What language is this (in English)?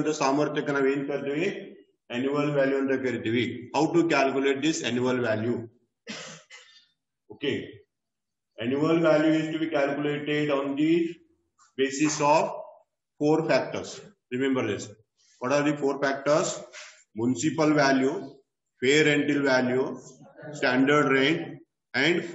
Kannada